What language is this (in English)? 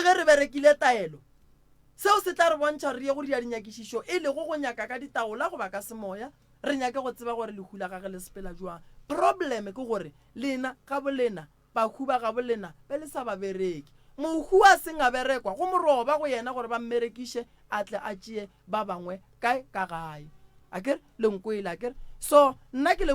Northern Sotho